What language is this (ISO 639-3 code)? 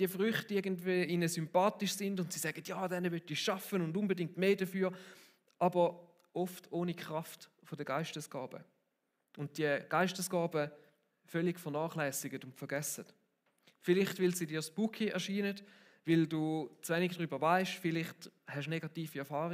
gsw